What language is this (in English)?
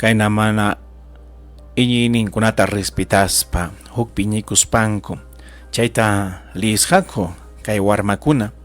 Ayacucho Quechua